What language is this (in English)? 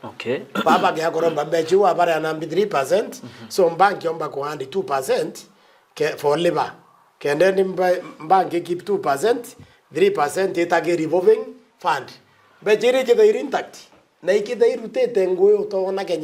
Meru